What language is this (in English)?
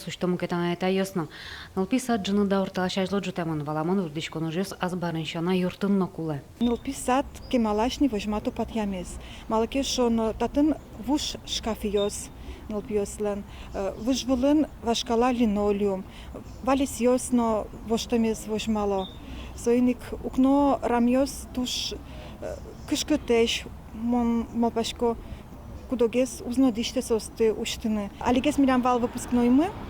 Udmurt